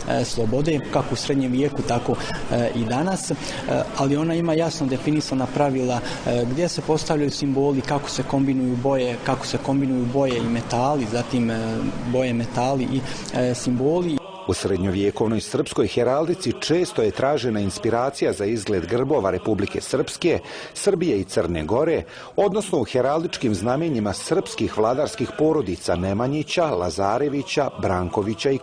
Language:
Serbian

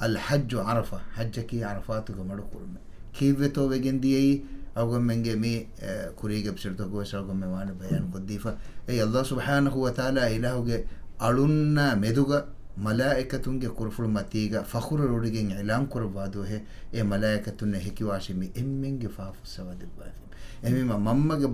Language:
Divehi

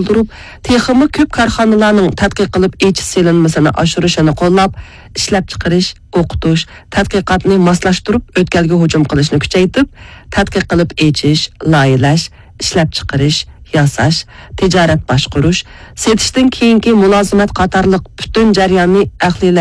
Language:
Uyghur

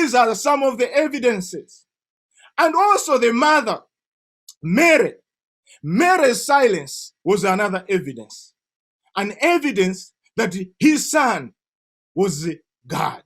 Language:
English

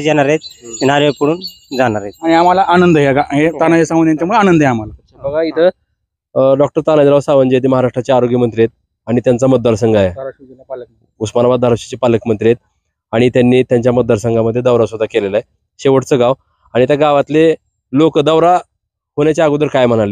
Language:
Marathi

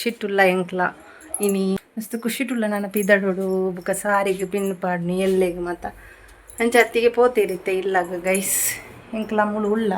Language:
Tulu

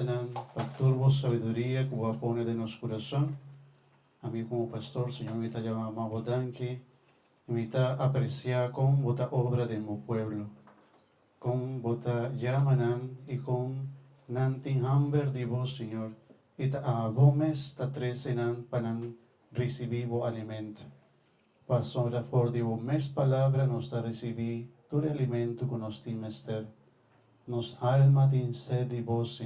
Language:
Papiamento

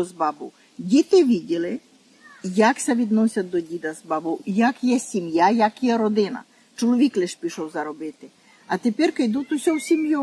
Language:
Rusyn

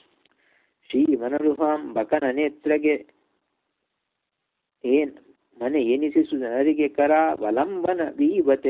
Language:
Kannada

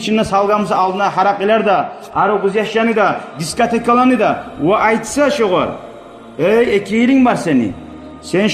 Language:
Kumyk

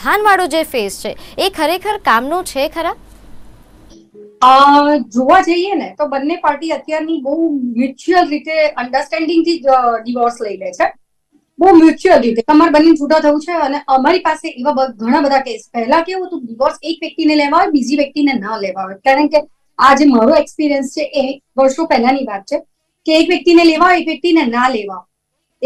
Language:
Gujarati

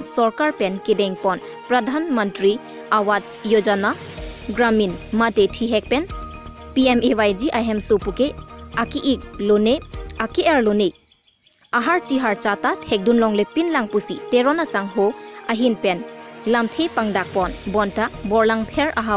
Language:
Karbi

